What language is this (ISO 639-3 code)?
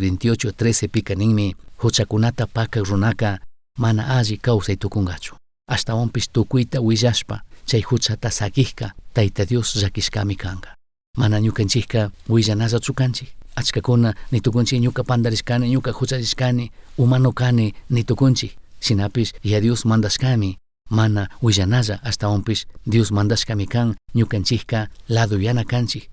qug